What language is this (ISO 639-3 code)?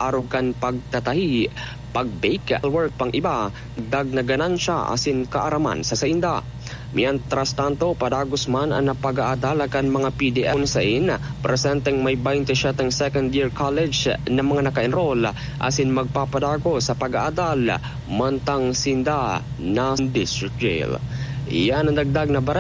bik